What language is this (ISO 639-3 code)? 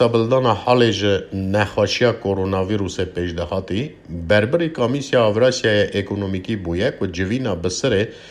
kur